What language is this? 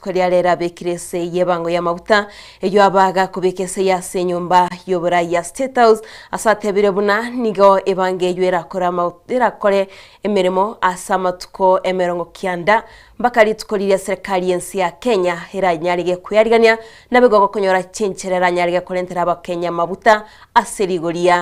Gusii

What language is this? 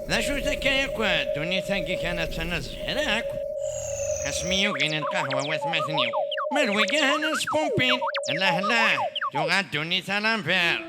Kabyle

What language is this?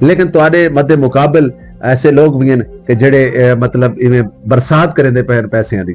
Saraiki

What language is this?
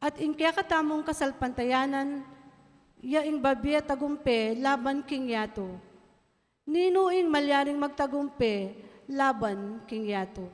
Pampanga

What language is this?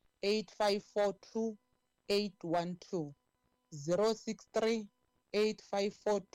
Tsonga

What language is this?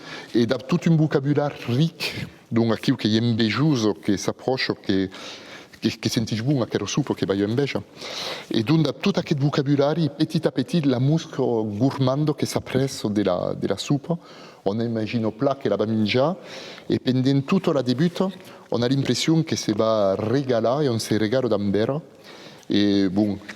Occitan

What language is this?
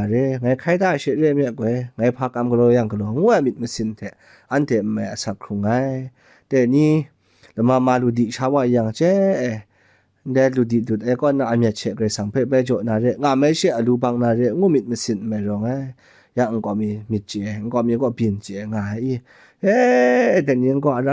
Kachin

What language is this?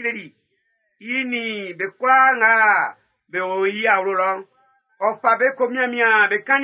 Baoulé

